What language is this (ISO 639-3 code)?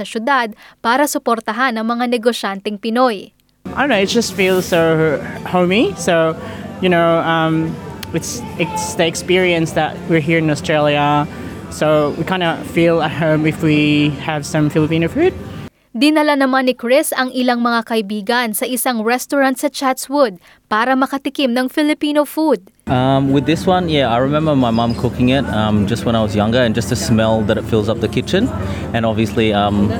fil